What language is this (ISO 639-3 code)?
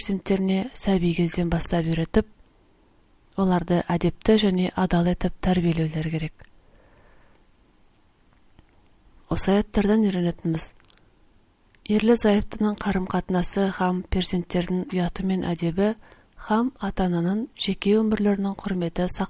kaz